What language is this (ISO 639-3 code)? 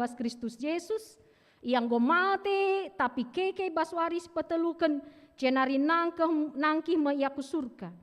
btx